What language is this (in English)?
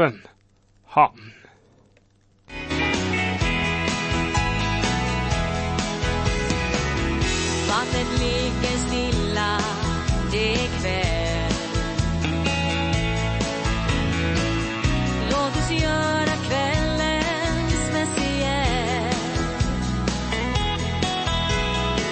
Swedish